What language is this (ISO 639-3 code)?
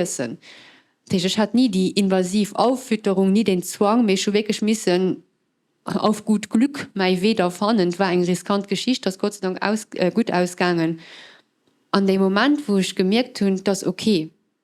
ltz